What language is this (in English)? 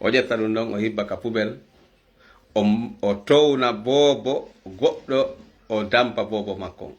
Fula